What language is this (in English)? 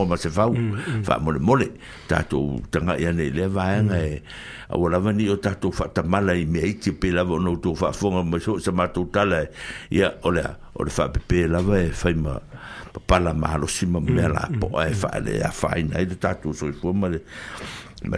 Samoan